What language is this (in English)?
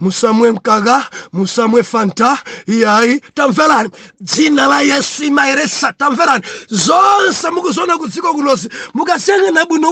Nyanja